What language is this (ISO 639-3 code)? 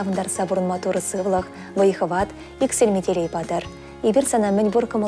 chv